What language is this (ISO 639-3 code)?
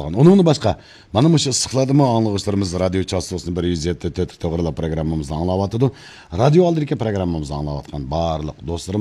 uig